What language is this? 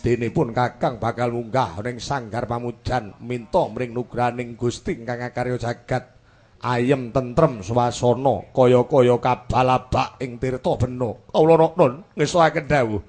Javanese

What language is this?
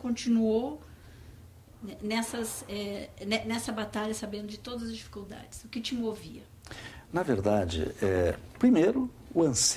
Portuguese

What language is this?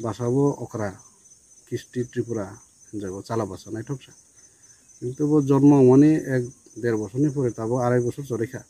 Riang (India)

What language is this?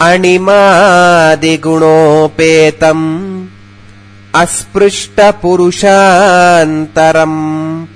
Sanskrit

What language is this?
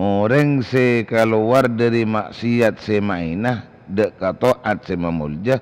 Madurese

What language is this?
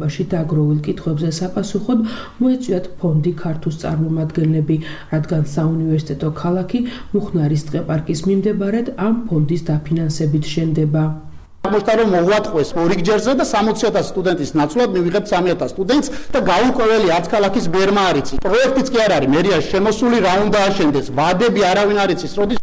Georgian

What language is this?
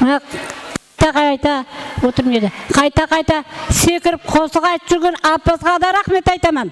Kara-Kalpak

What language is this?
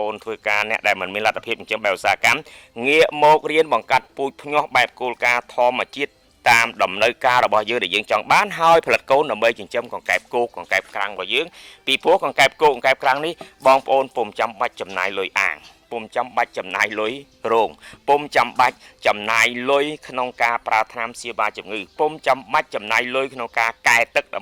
Khmer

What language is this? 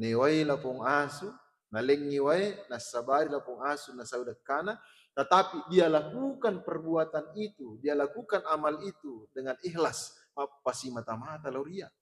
Buginese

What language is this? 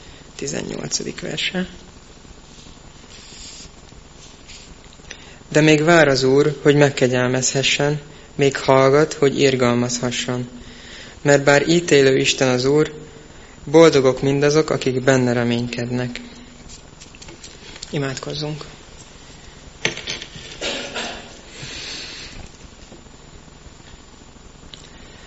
Hungarian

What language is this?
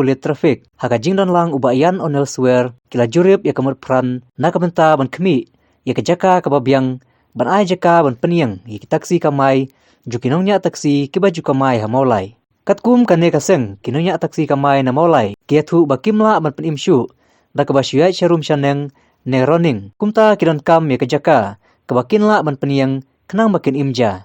Khasi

